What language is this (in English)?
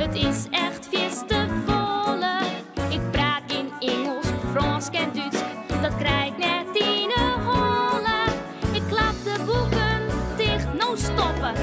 Western Frisian